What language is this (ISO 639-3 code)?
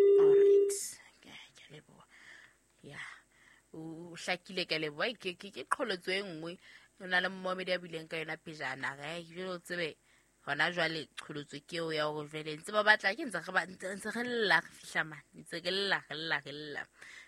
sot